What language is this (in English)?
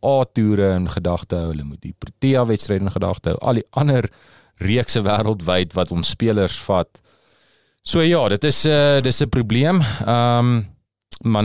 Afrikaans